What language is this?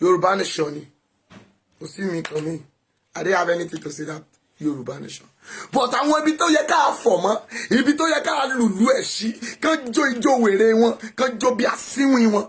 Yoruba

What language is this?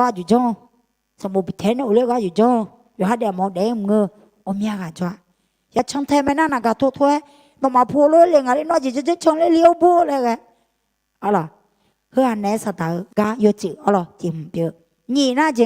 Akha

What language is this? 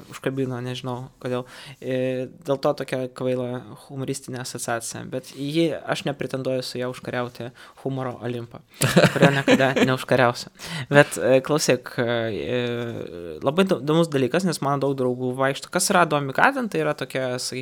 Lithuanian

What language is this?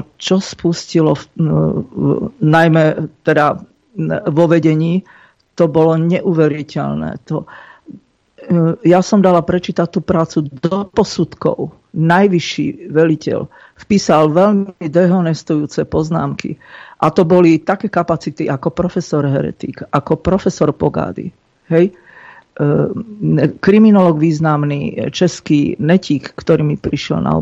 Slovak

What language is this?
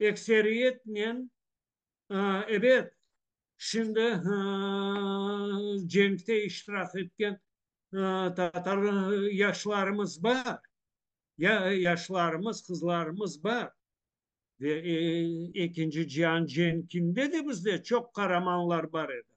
Crimean Tatar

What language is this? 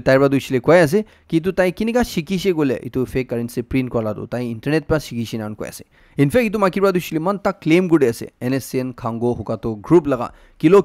Naga Pidgin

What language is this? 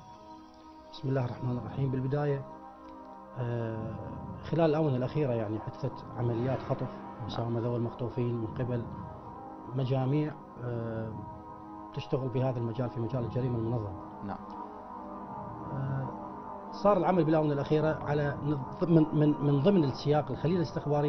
Mesopotamian Arabic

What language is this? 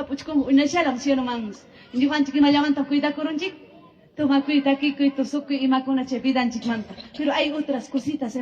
Ayacucho Quechua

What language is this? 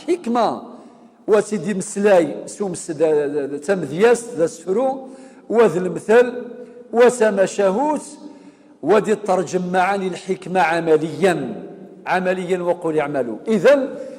Kabyle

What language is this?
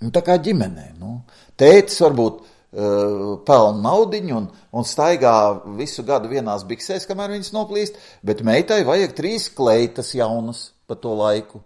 Latvian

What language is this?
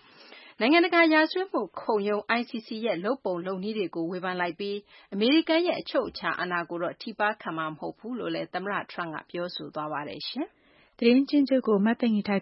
Burmese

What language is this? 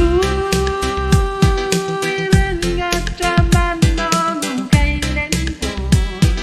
Pohnpeian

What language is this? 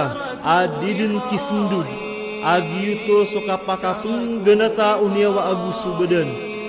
Maranao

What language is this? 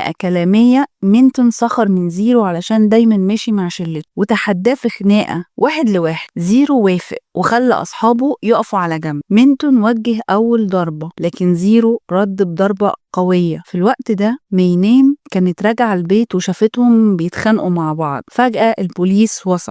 Egyptian Arabic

